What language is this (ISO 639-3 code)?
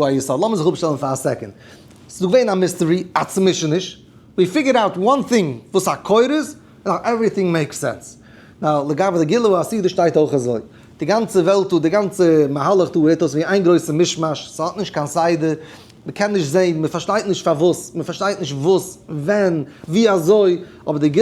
yid